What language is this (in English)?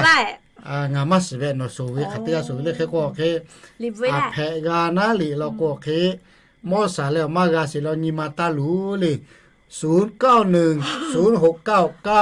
Lahu